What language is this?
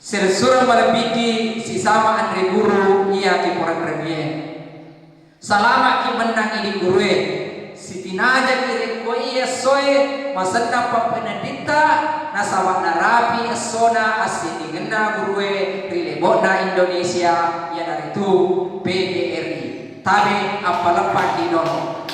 Buginese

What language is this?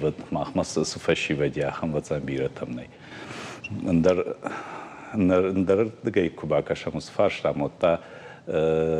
Ossetic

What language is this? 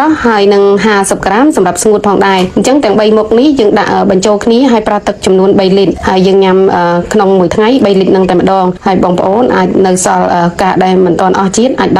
Khmer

